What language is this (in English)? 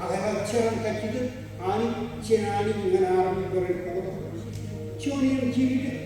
Marshallese